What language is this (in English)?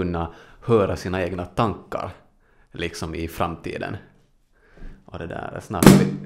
Swedish